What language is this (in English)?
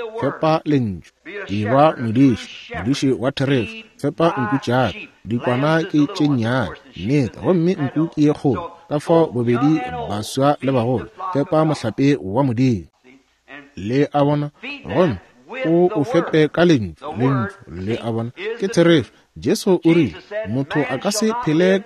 Northern Sotho